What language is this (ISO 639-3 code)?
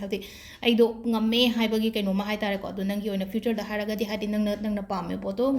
mni